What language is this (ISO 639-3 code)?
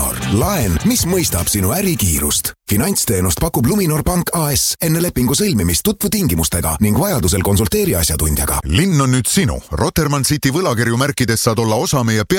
est